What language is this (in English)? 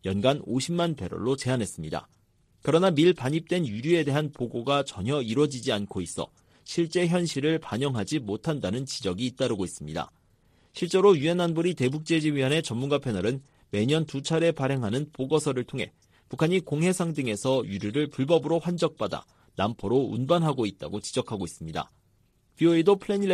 Korean